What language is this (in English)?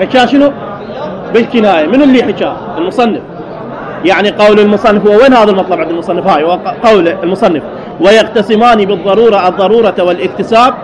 Mesopotamian Arabic